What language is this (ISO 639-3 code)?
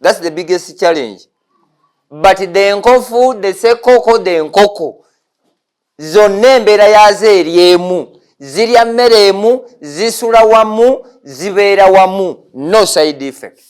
lug